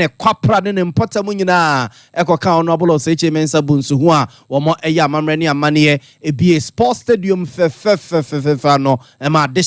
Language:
Akan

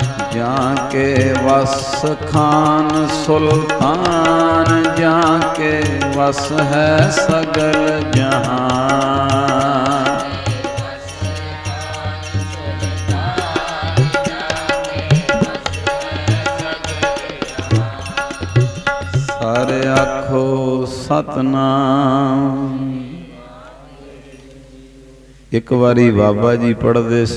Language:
Punjabi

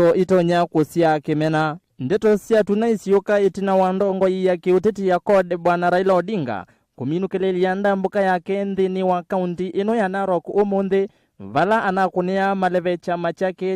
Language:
Kamba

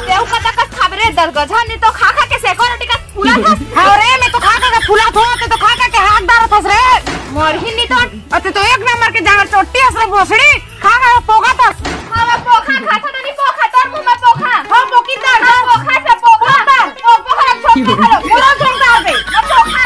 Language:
Chhattisgarhi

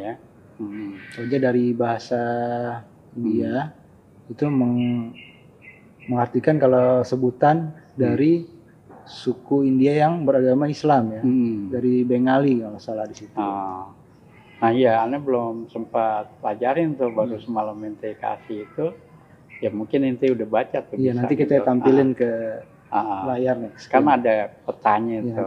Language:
Betawi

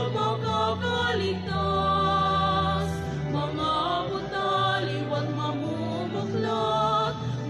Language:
Bikol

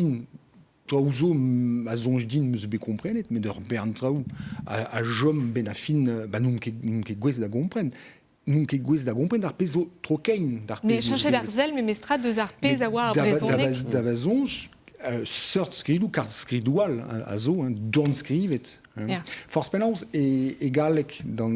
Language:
Breton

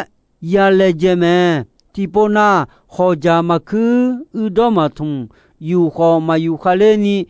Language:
Akha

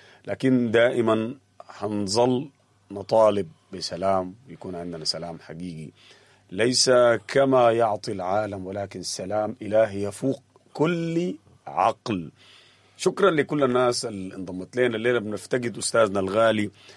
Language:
Sudanese Arabic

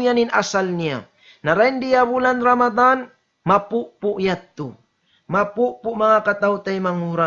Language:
Tausug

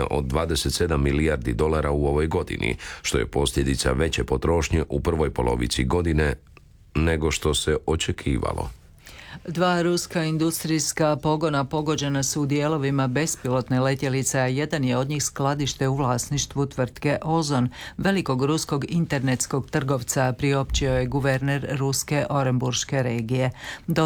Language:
Croatian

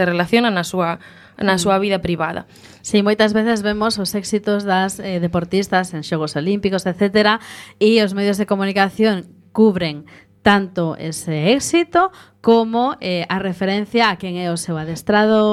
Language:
Galician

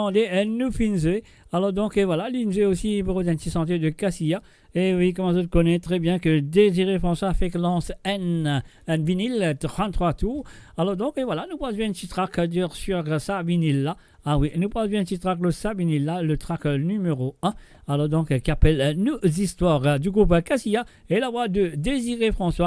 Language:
Morisyen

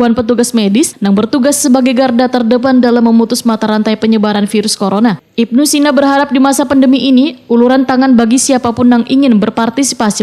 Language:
Banjar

